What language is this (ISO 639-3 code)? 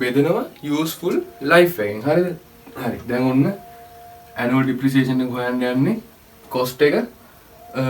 sin